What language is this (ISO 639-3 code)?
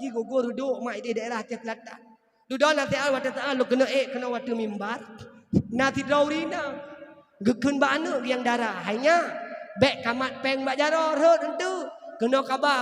ace